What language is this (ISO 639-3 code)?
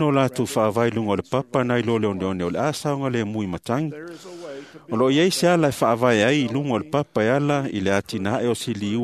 smo